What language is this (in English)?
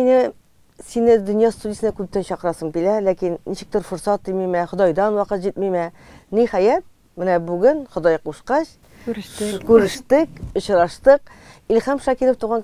Tatar